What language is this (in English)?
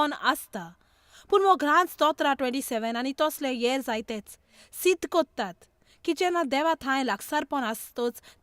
Konkani